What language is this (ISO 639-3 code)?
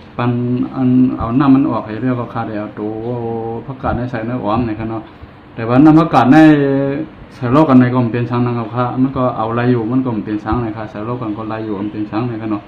shn